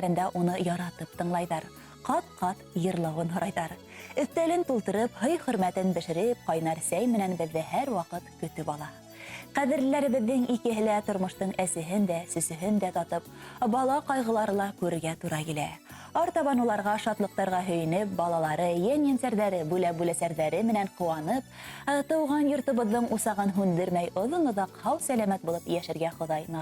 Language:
Bashkir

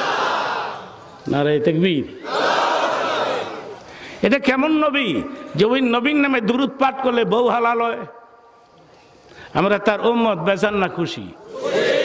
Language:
Bangla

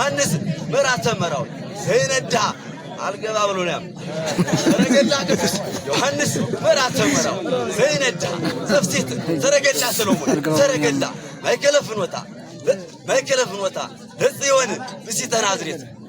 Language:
Amharic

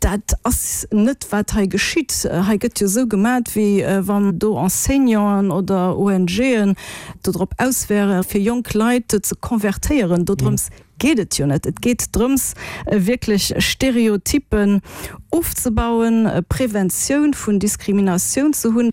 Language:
Luxembourgish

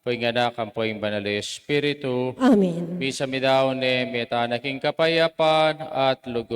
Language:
Pampanga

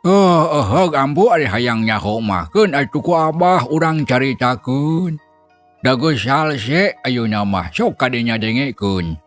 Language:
Sundanese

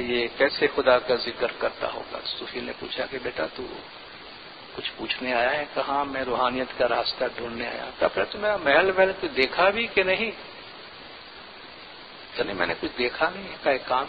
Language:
Urdu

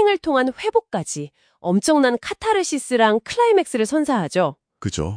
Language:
Korean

